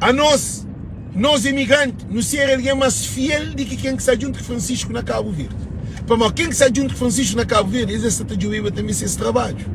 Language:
Kabuverdianu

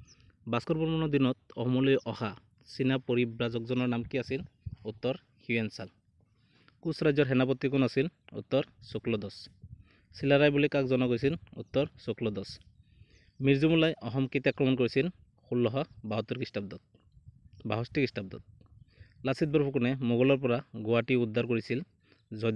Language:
Assamese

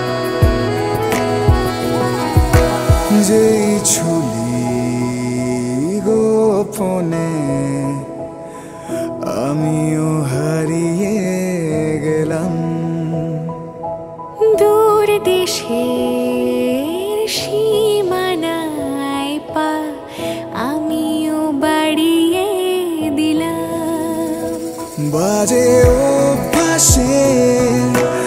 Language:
Bangla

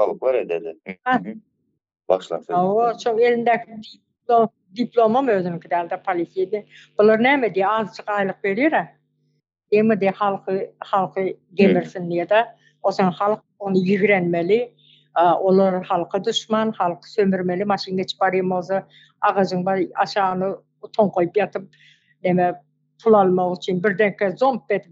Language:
Turkmen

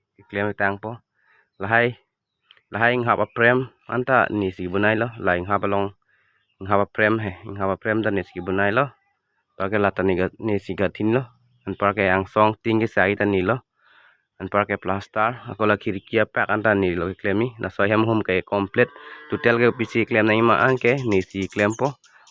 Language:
Karbi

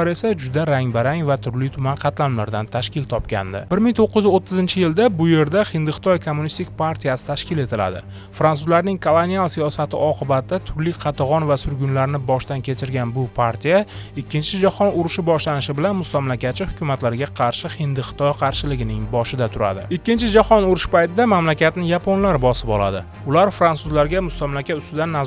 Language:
Uzbek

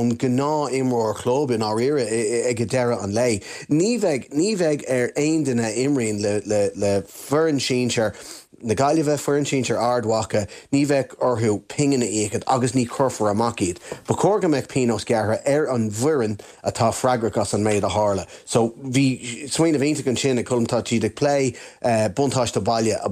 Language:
Irish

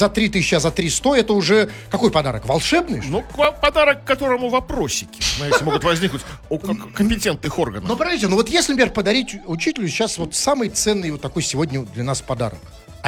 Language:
Russian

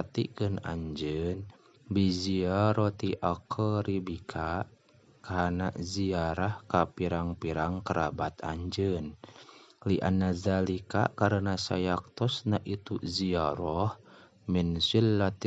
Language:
Sundanese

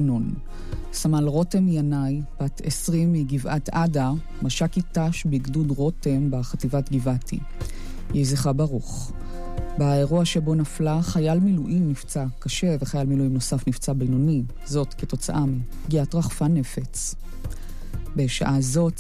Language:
Hebrew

